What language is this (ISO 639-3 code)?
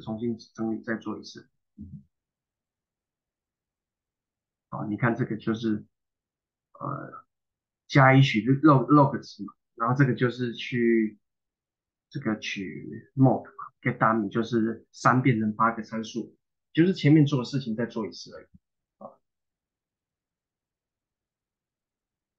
zho